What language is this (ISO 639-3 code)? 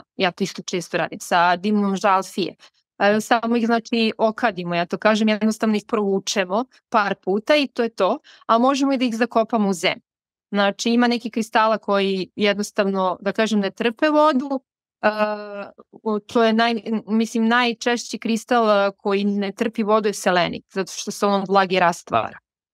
srp